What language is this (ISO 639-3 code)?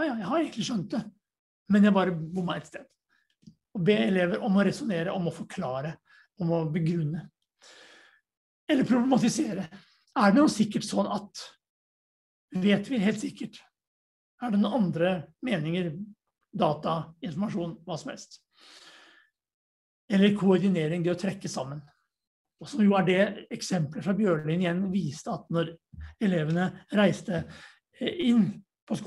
nor